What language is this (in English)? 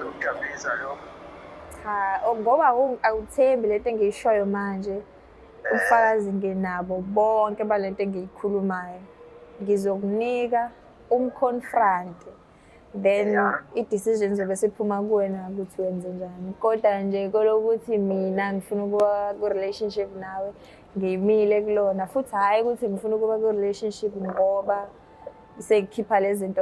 Zulu